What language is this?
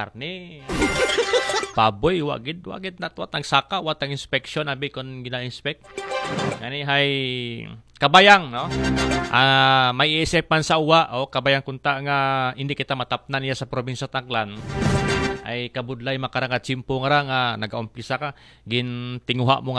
Aklanon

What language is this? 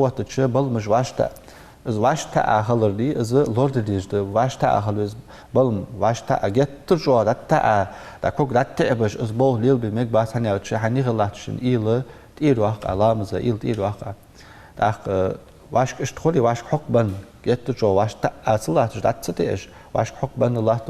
Ingush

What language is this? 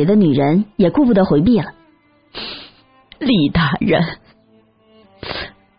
Chinese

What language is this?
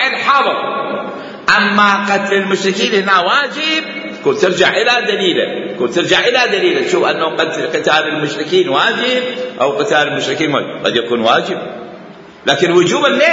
Mesopotamian Arabic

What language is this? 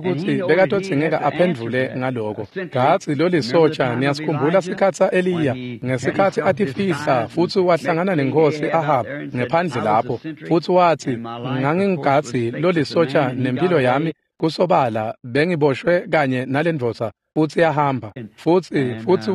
Swati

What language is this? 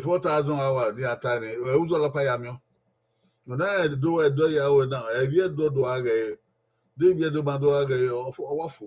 Bini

